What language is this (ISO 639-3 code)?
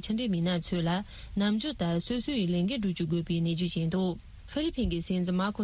bod